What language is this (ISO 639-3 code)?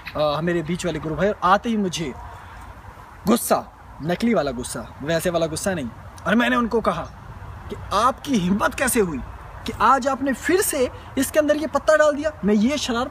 hin